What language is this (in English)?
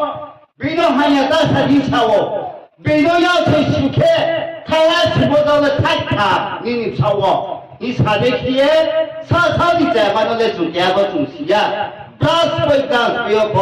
Riang (India)